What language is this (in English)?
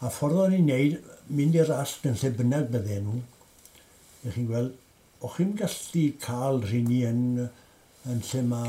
Welsh